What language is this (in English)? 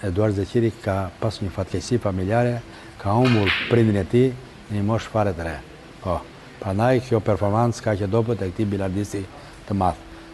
Albanian